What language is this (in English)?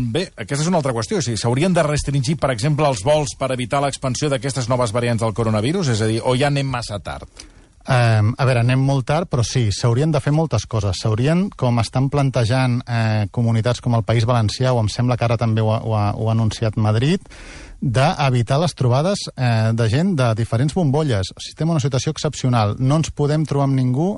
Catalan